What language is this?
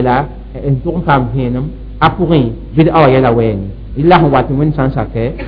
Mossi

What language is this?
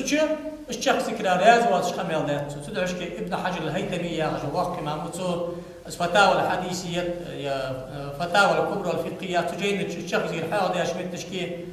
Ingush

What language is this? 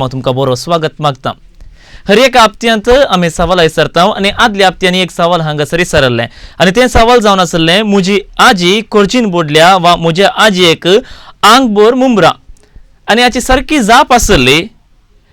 Konkani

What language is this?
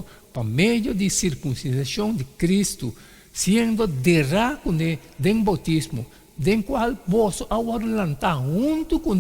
Papiamento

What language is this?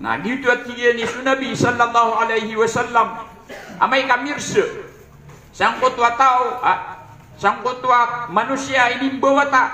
Maranao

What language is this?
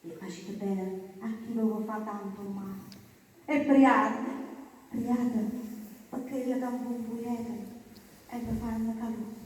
Neapolitan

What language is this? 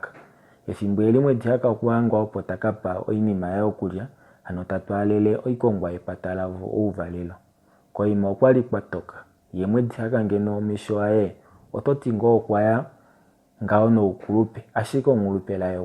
Kuanyama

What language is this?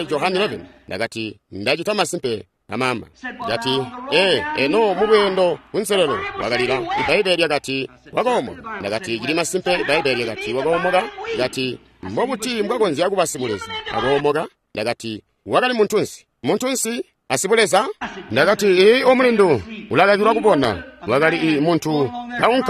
Tonga (Zambia)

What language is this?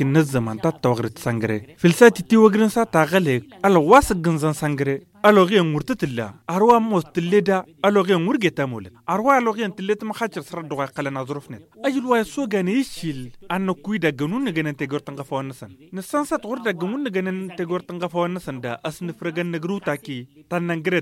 Tamasheq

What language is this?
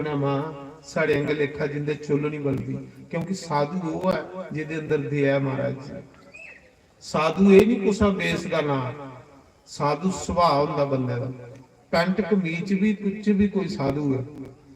Dogri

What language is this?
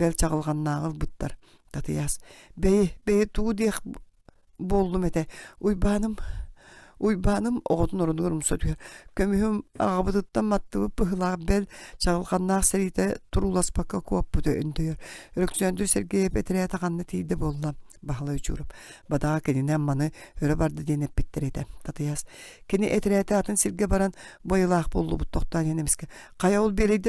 Yakut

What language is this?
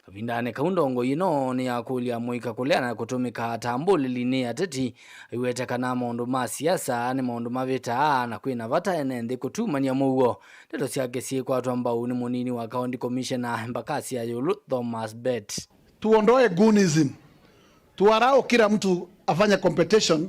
Kamba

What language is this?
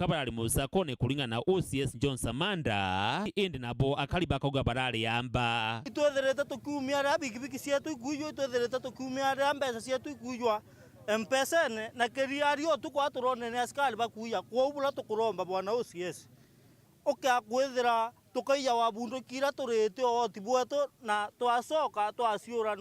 Meru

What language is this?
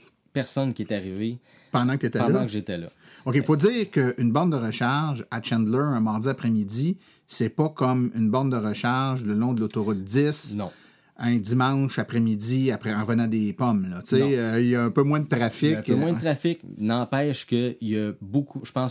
French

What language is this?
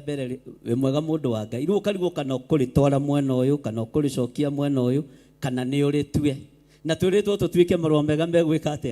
Kikuyu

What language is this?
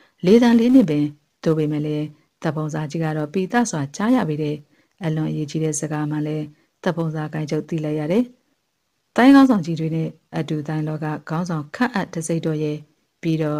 Burmese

